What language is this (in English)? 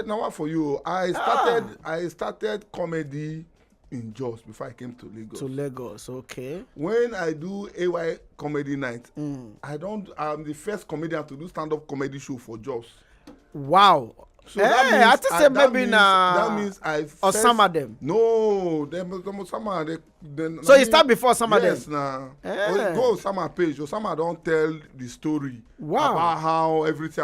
Nigerian Pidgin